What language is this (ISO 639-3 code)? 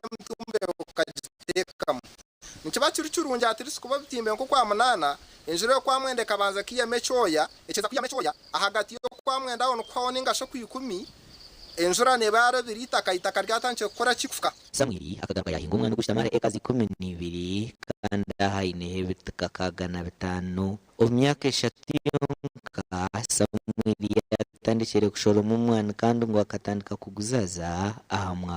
nyn